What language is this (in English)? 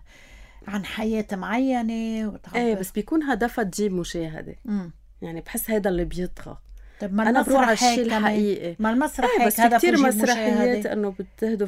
North Levantine Arabic